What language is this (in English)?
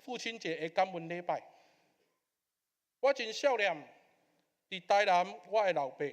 Min Nan Chinese